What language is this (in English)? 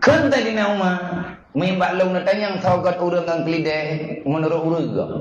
Achinese